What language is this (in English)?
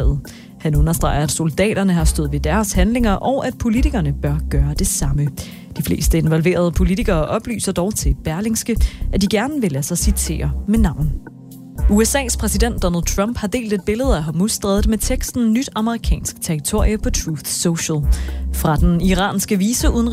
Danish